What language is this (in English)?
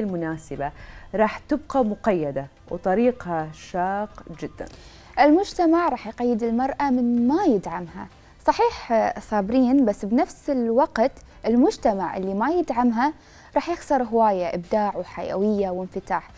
Mesopotamian Arabic